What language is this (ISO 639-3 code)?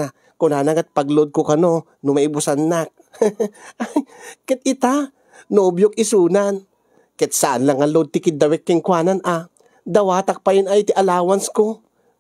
ilo